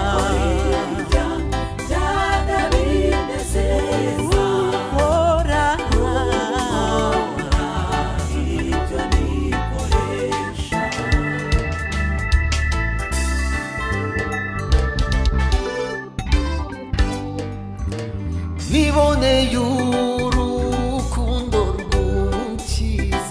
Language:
Kinyarwanda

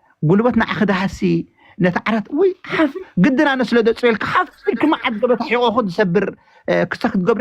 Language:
Tigrinya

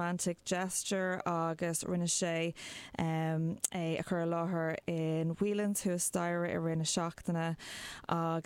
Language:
Irish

